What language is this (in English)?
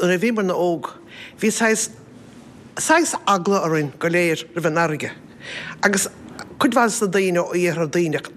Irish